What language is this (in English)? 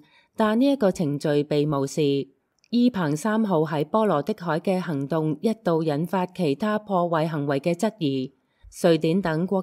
Cantonese